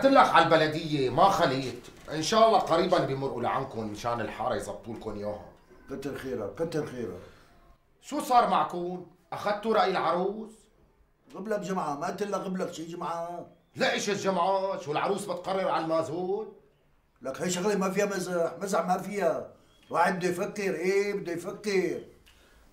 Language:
North Levantine Arabic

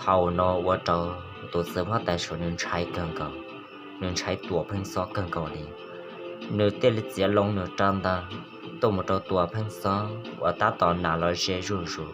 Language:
Hmong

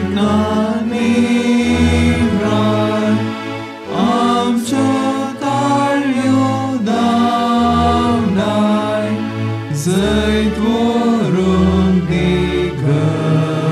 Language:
Konkani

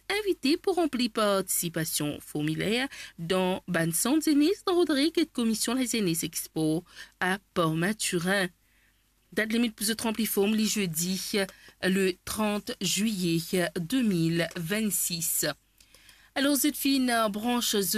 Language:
Morisyen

